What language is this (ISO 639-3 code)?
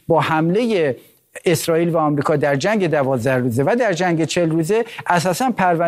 fas